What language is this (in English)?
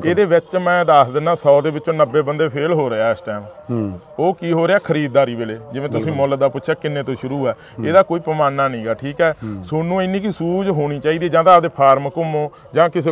Punjabi